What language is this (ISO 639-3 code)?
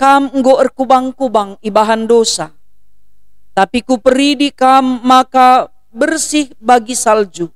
btx